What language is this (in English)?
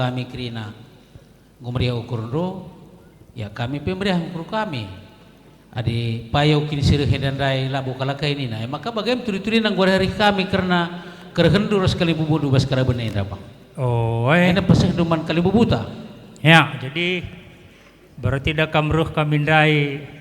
Batak Karo